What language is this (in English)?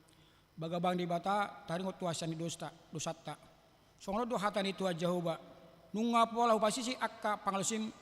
Batak Toba